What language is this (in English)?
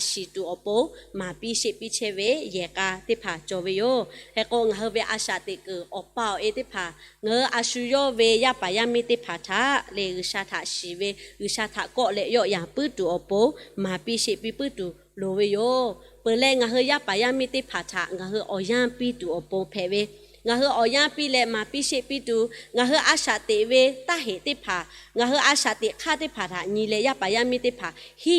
Lahu